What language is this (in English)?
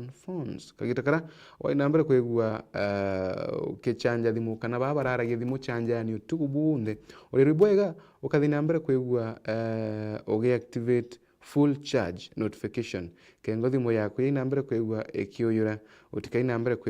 Meru